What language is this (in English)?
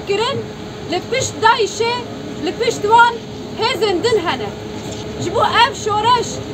Kurdish